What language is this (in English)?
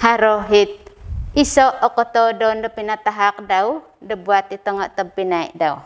Central Dusun